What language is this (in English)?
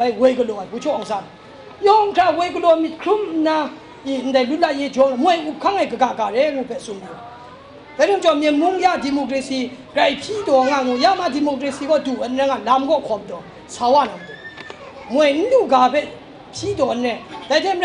Kachin